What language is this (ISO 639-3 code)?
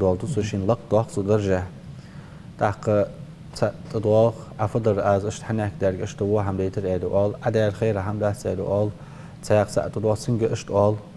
inh